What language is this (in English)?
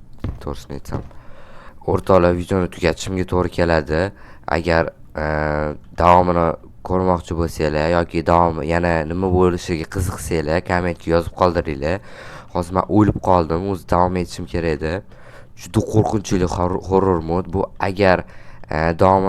Uzbek